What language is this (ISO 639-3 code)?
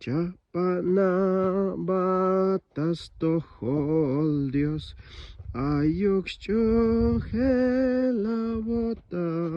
tzh